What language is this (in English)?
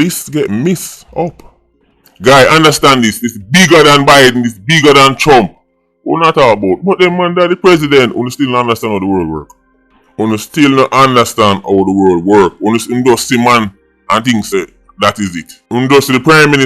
Jamaican Creole English